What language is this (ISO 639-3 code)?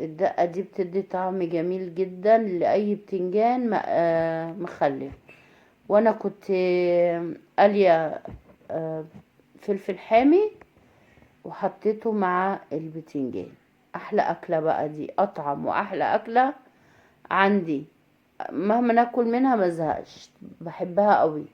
arz